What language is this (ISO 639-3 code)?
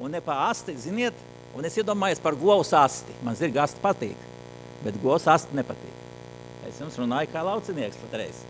lav